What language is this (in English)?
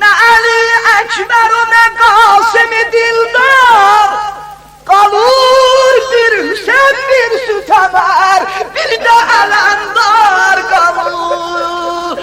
South Azerbaijani